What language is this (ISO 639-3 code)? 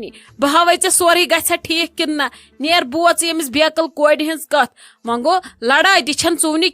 kas